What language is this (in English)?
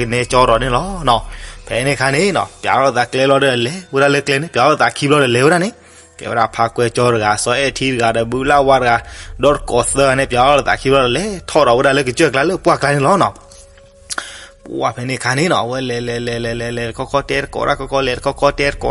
S'gaw Karen